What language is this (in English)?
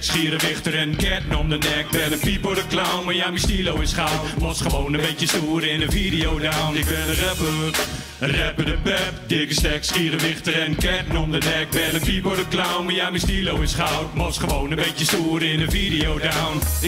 Gronings